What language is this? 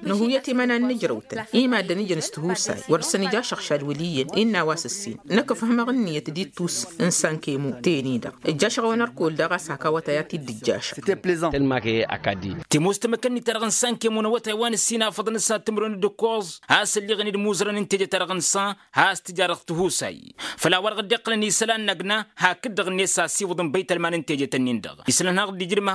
Tamasheq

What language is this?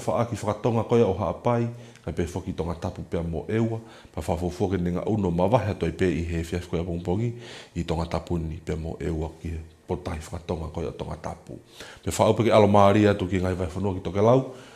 Tongan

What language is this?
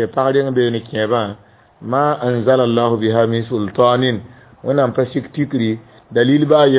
Mossi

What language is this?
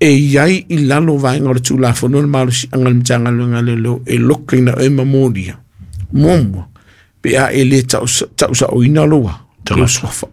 Samoan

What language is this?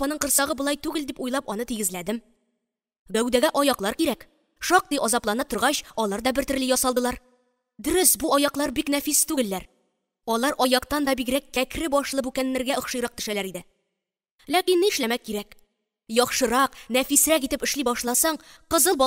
Tatar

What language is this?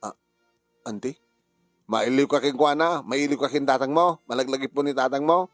Iloko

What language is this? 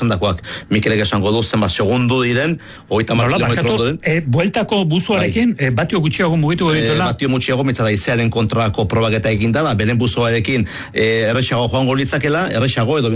Basque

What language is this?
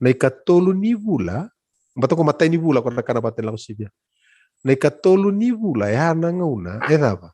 Fijian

